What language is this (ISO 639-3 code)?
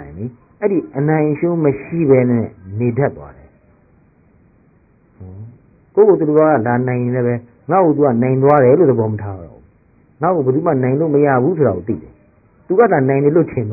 mya